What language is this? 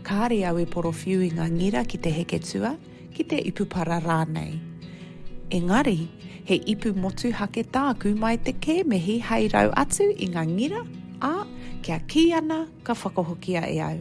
Māori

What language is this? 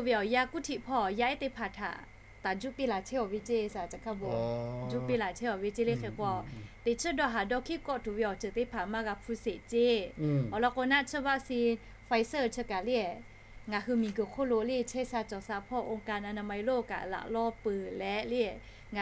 Lahu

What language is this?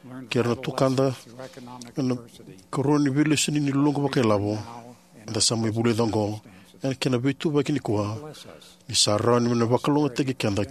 Fijian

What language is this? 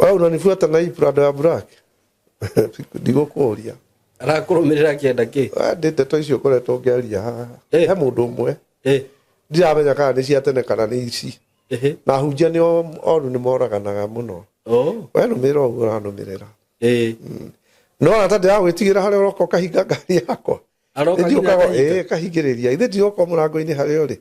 Kikuyu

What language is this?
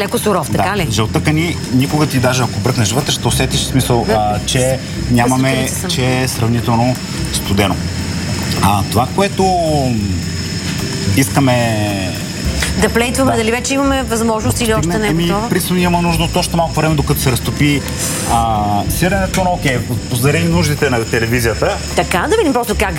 Bulgarian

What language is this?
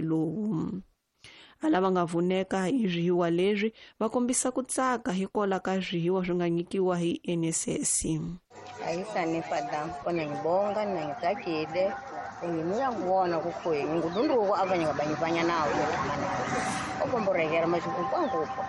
Tsonga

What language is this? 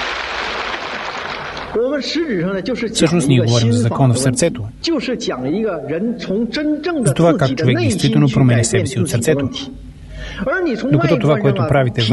Bulgarian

